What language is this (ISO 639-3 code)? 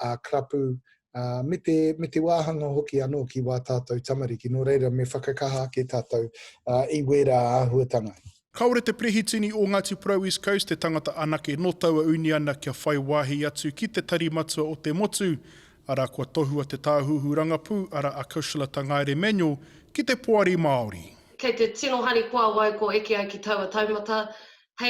mri